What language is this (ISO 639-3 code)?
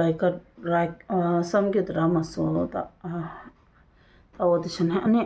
bod